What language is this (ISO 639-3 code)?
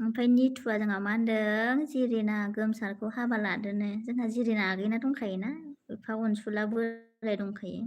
brx